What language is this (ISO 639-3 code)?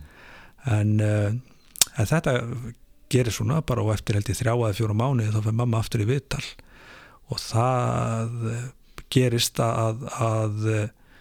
isl